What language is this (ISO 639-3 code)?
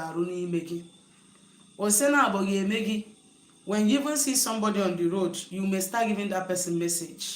ibo